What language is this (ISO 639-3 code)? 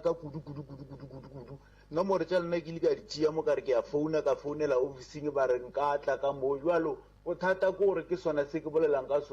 nso